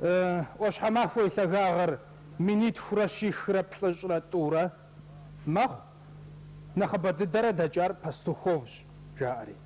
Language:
Kabardian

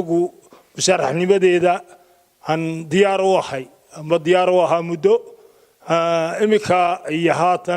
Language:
Somali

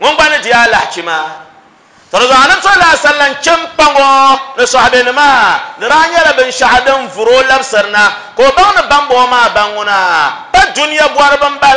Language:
Dagbani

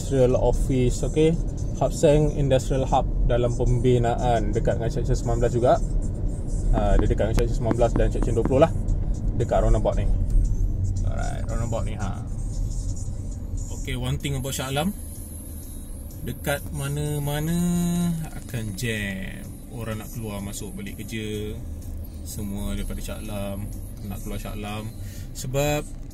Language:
Malay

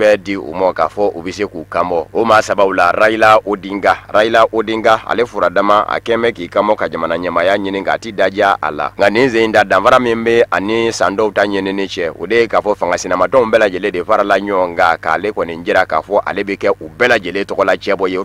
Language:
Bambara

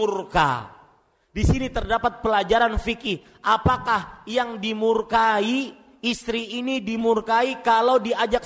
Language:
Indonesian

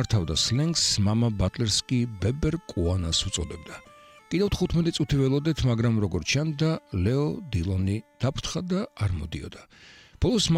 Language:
Georgian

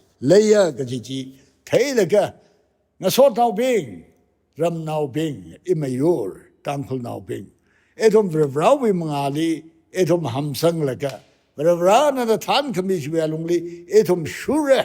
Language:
Tangkhul Naga (India)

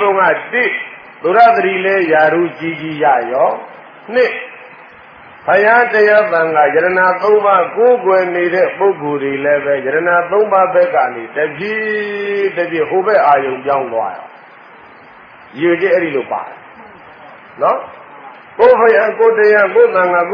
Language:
Burmese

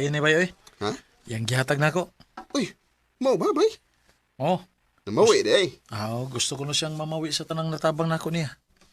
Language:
Cebuano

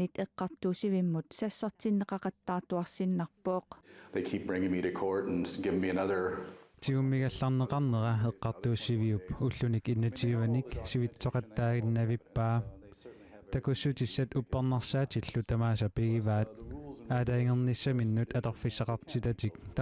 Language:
Kalaallisut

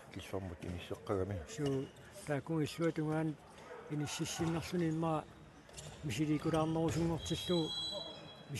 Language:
Kalaallisut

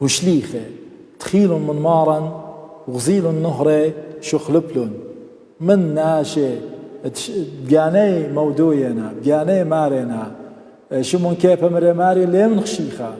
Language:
Assyrian Neo-Aramaic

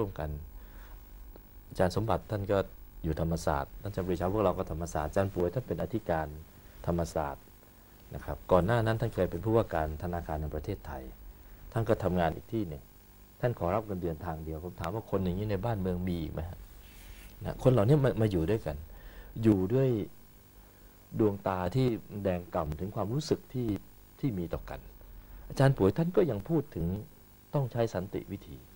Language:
Thai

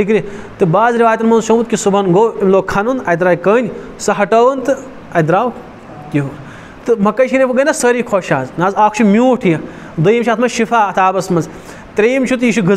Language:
Kashmiri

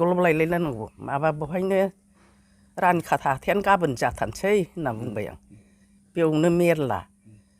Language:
Bodo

